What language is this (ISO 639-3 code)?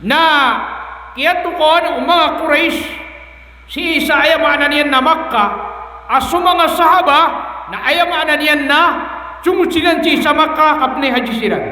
mrw